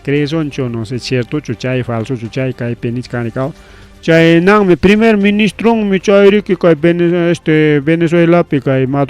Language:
Ayacucho Quechua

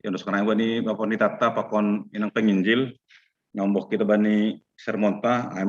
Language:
Batak Simalungun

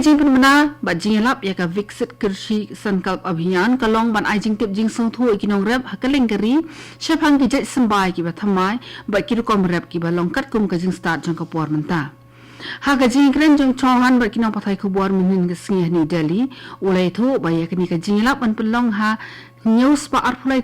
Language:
Khasi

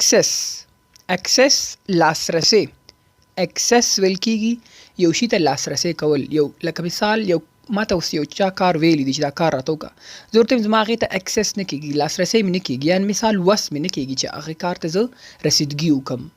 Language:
Pashto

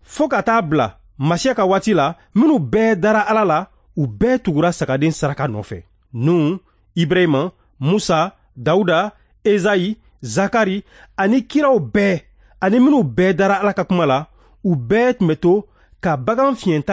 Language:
Bambara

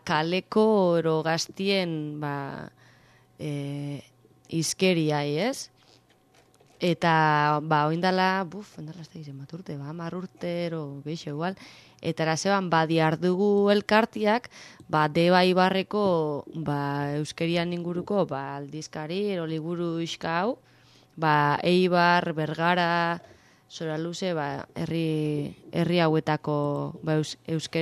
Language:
Basque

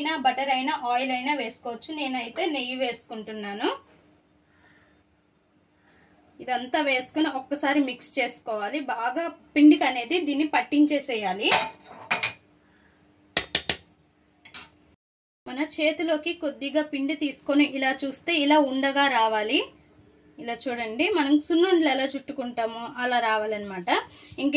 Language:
Telugu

